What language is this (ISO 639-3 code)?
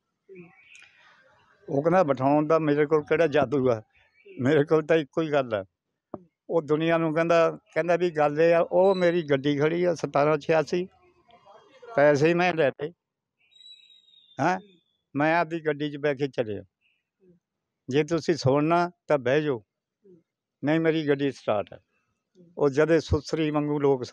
pan